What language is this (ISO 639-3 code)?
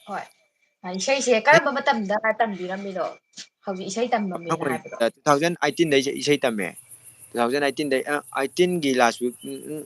mni